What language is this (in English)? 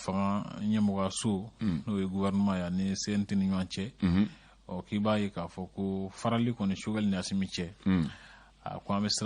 Bambara